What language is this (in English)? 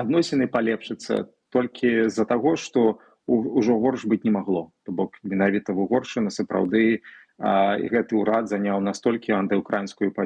Belarusian